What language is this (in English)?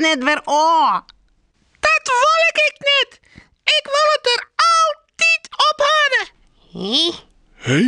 Western Frisian